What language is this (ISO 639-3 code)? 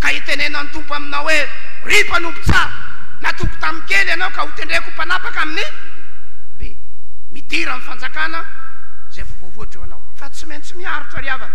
mlg